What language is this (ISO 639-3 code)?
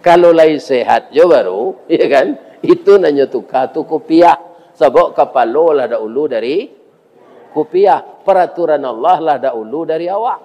min